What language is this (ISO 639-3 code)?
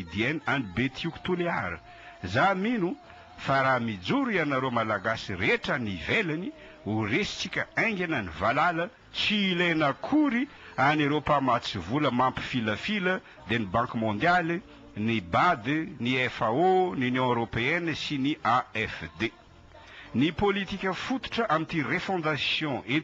mlg